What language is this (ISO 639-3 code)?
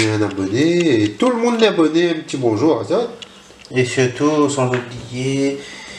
rcf